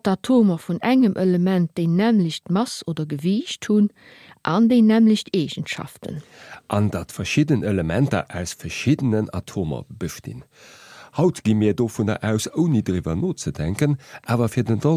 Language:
Luxembourgish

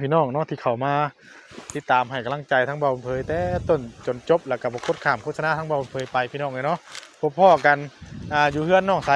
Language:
Northeastern Thai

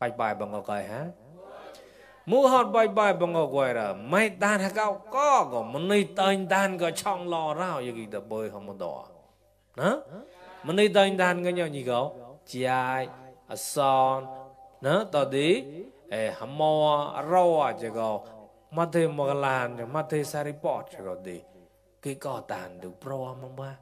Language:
Mon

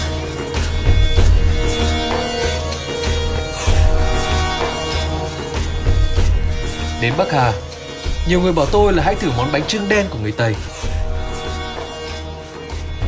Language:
Vietnamese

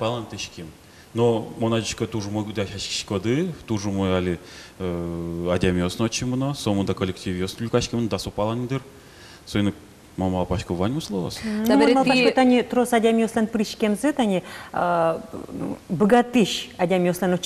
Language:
Udmurt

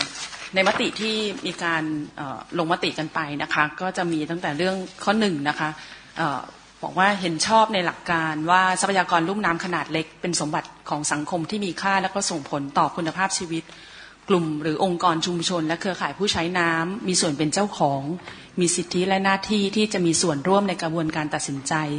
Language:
Thai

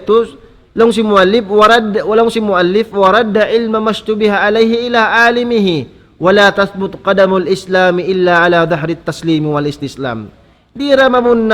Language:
Tausug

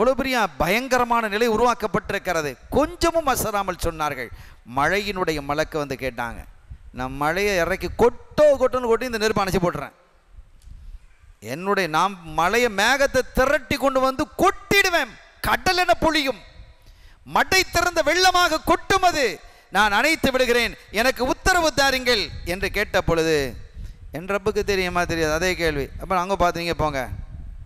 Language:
Tamil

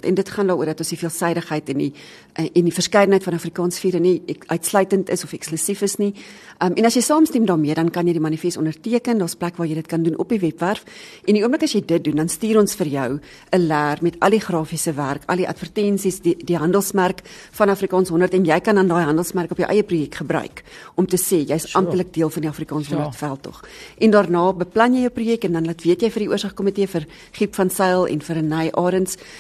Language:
Afrikaans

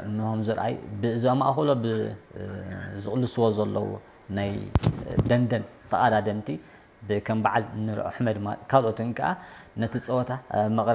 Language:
Tigrinya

